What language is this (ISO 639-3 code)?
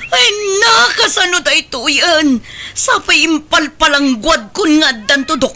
ilo